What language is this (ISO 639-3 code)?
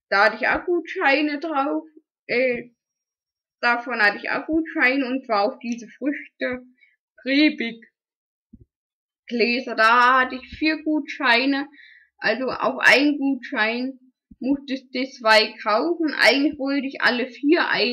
deu